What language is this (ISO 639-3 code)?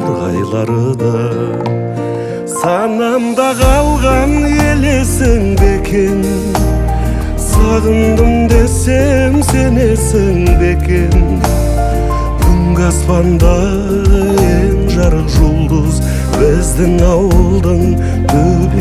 kaz